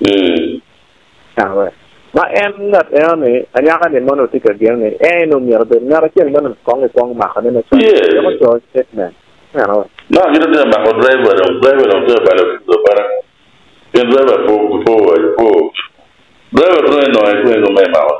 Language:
Acoli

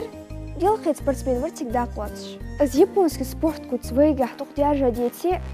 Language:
Ingush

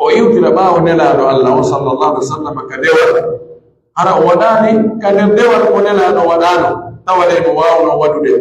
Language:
Pular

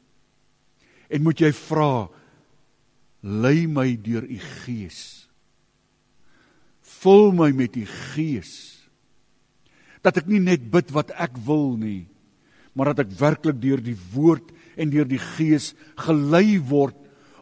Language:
Afrikaans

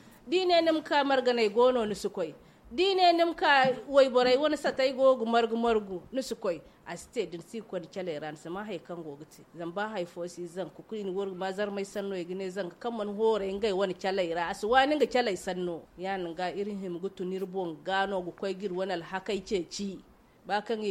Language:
Zarma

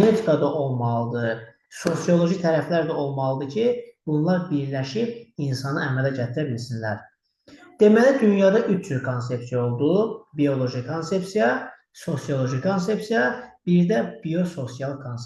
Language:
Azerbaijani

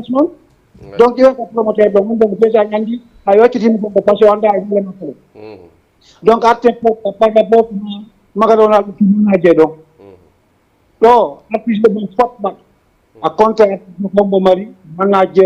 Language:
Fula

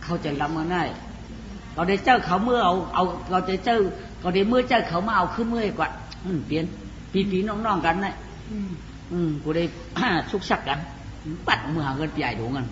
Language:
Shan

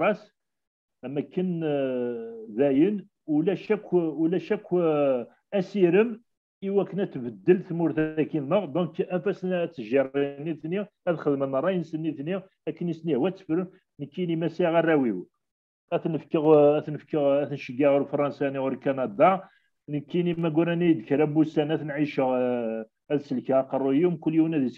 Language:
Kabyle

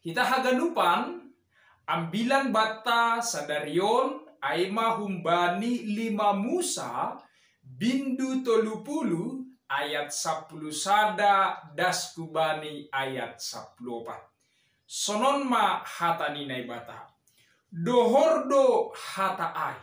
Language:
Batak Simalungun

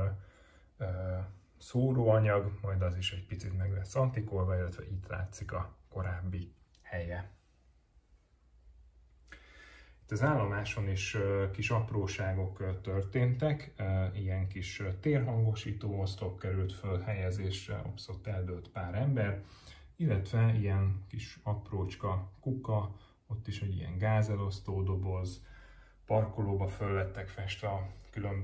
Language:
Hungarian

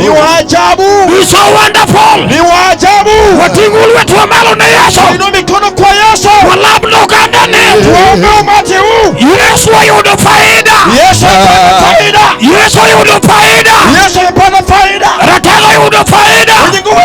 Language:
Luo (Kenya and Tanzania)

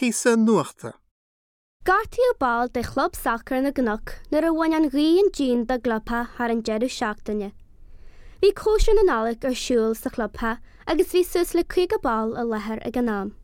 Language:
Irish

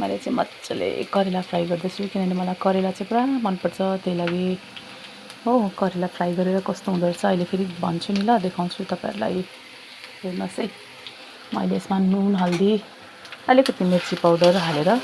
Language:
Nepali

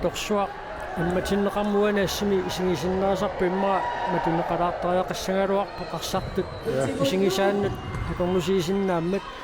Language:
Kalaallisut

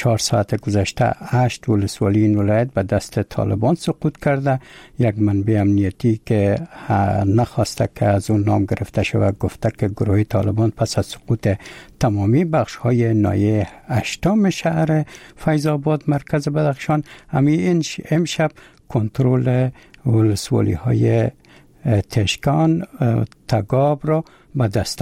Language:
Persian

